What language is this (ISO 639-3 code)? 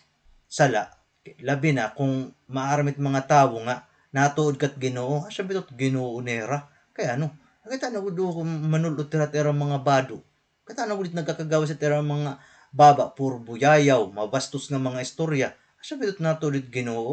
war